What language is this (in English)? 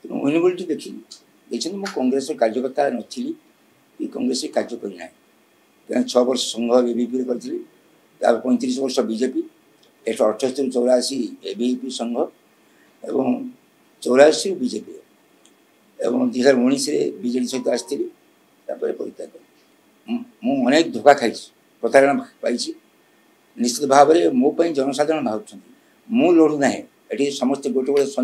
Odia